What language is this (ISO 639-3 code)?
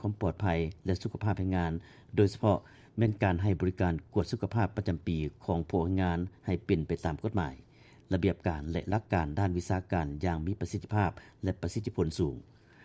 lao